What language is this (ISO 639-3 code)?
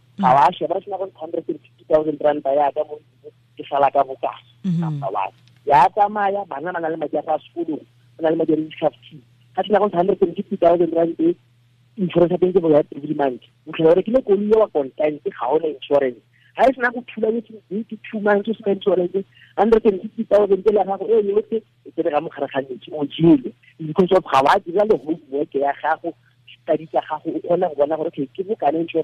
tsn